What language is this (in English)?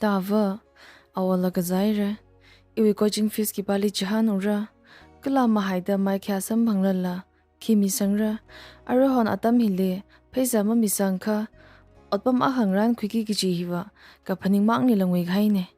Tangkhul Naga (India)